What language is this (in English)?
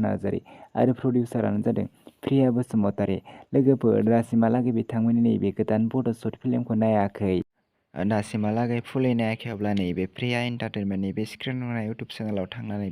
Bodo